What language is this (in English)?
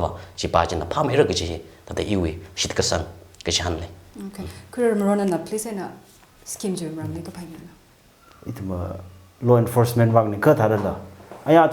Tangkhul Naga (India)